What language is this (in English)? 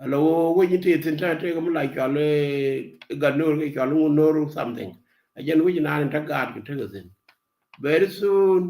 Nuer